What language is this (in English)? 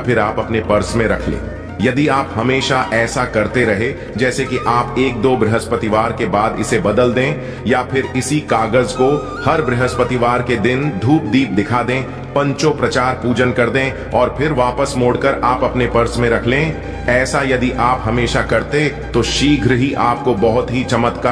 Hindi